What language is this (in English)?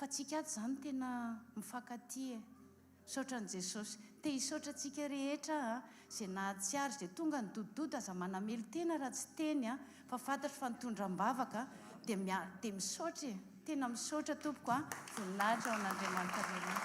Malagasy